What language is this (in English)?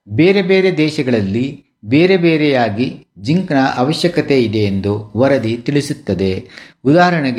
Kannada